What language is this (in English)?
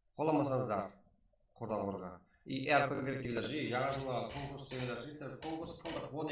Kara-Kalpak